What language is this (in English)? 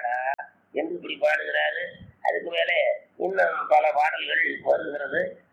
Tamil